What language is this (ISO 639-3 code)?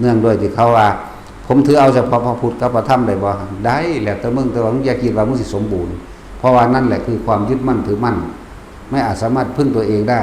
tts